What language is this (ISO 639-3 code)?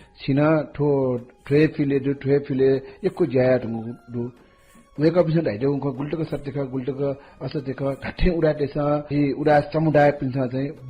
new